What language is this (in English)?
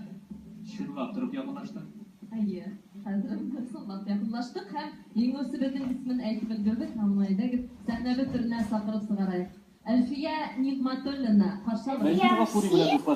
Tatar